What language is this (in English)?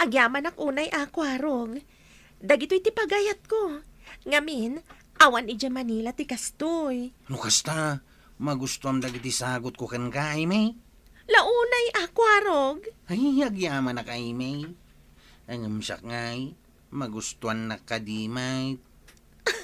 Iloko